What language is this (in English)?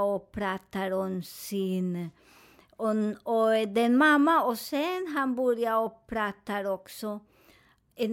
Swedish